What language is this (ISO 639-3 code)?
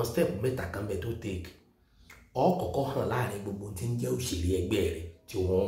yor